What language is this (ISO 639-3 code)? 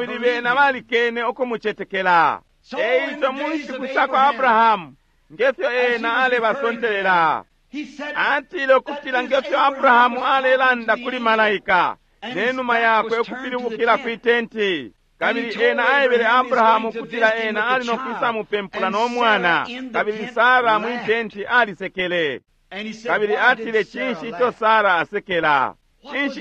bem